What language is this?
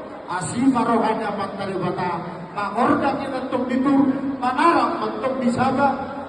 Batak Toba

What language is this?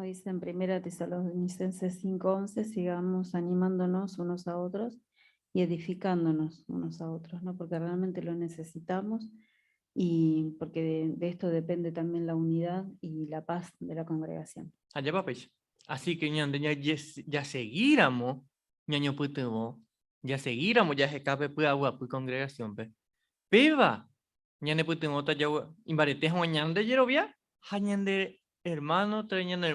Guarani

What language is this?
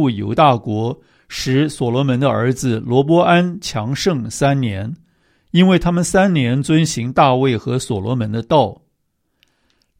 Chinese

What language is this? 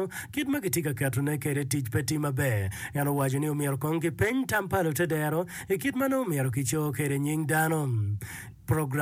Acoli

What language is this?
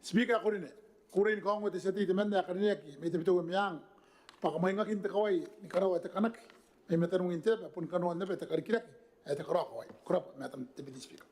Gilbertese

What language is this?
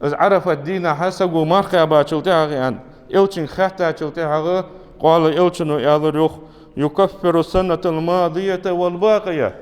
Ingush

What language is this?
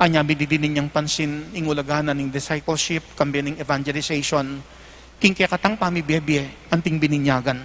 Pampanga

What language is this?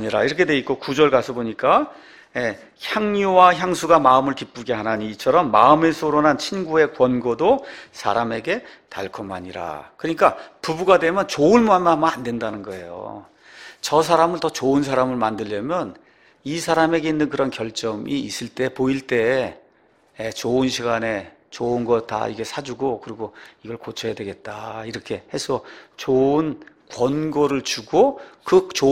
Korean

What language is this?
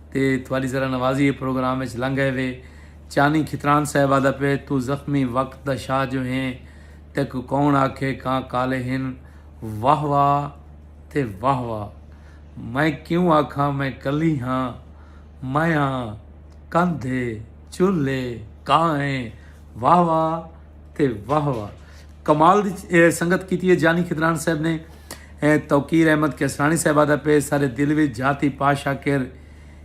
Saraiki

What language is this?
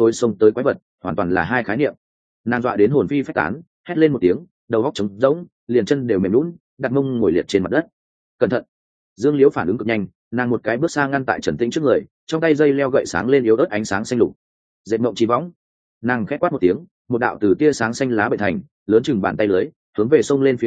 Vietnamese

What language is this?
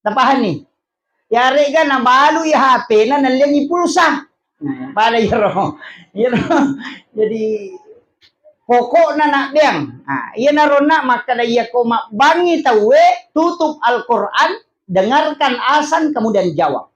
Buginese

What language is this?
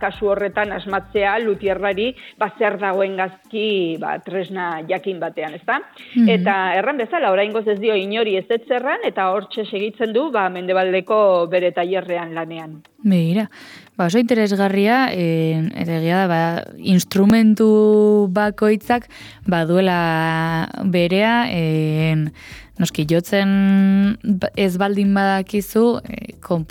Basque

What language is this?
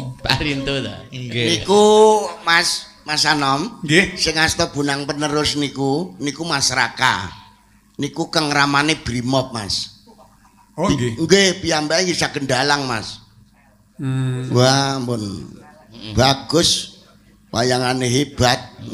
Javanese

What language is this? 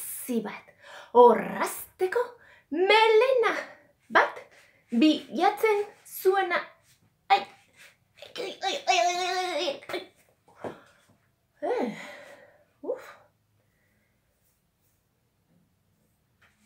Basque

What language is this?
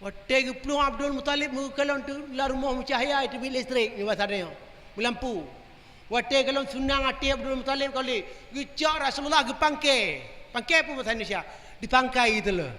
Achinese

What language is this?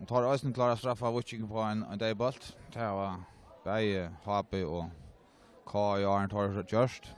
Faroese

